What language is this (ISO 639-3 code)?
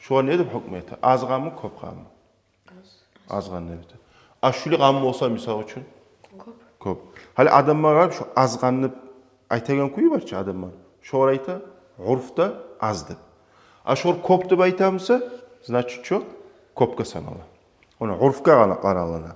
kum